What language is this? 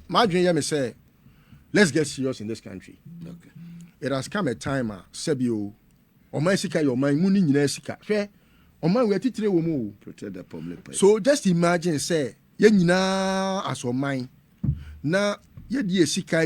Akan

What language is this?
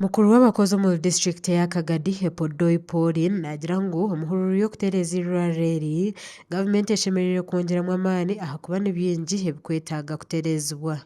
Nyankole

